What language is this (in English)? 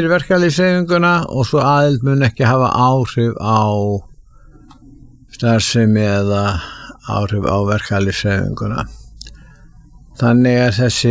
Icelandic